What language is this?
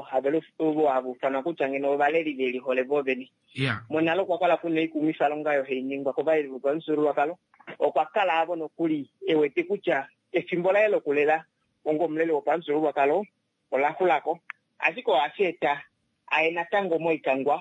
Kuanyama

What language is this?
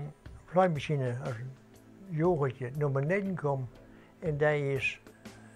Dutch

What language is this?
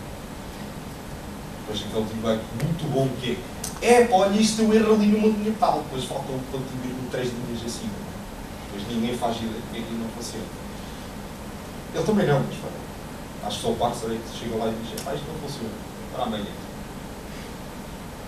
Portuguese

